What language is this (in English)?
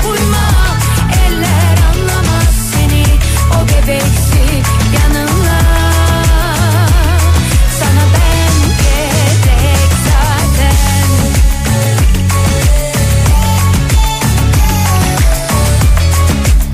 Turkish